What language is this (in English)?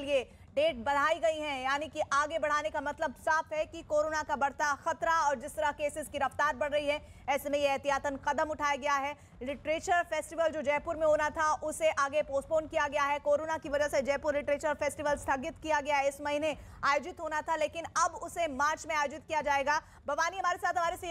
Hindi